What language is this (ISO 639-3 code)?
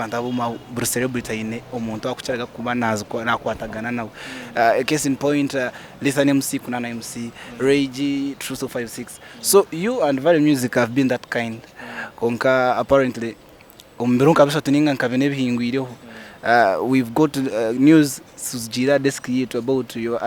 nyn